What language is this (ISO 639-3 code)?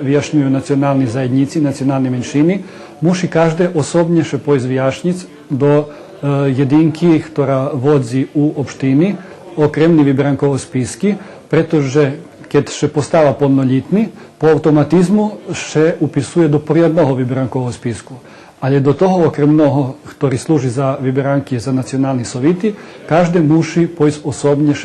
rue